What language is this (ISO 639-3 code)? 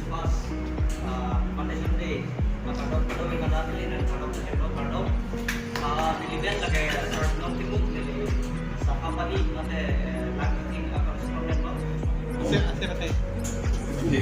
mjw